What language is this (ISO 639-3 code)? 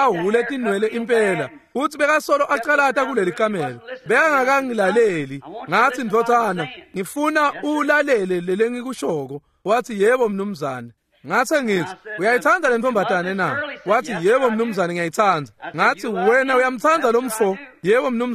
ssw